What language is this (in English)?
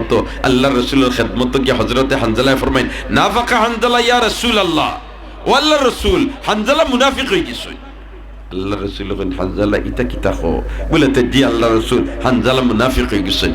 Sylheti